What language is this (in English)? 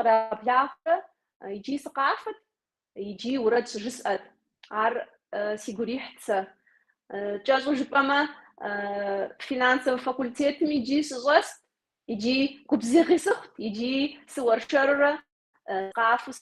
Kabardian